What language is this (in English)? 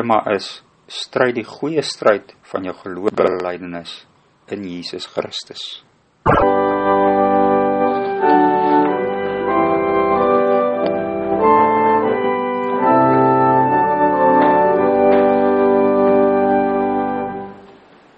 Afrikaans